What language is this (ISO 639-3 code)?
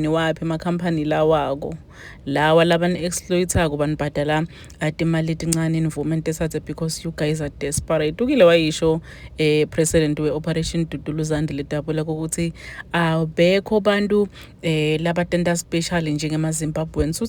zul